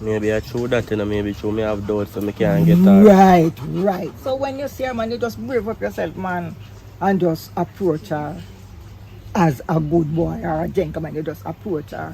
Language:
Jamaican Creole English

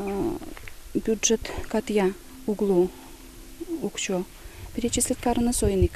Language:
Udmurt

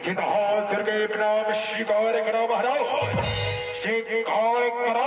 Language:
Chhattisgarhi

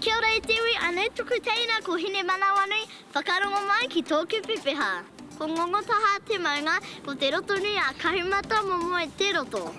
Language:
Māori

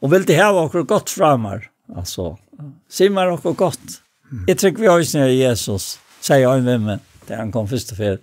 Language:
Faroese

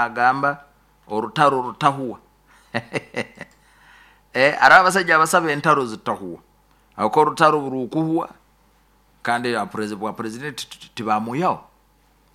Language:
Nyoro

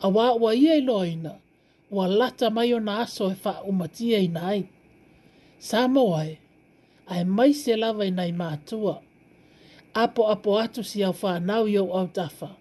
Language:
Samoan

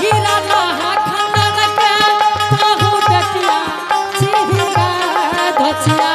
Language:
Angika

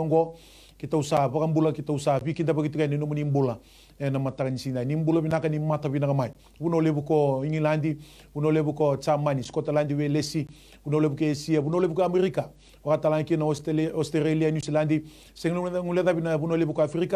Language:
Fijian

